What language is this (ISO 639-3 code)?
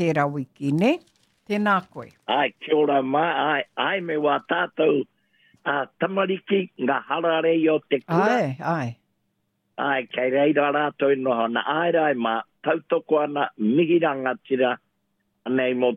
mri